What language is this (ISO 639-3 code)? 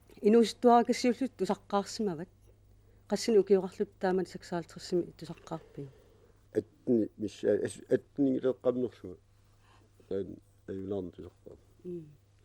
kal